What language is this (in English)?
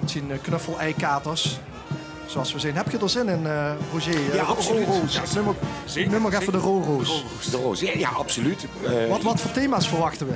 Limburgish